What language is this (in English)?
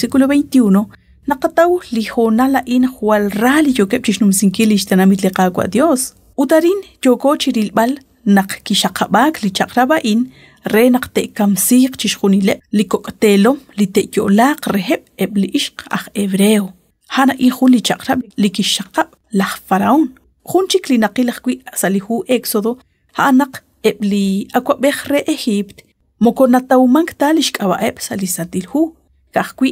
Kekchí